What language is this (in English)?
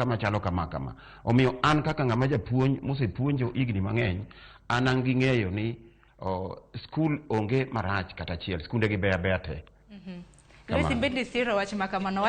Luo (Kenya and Tanzania)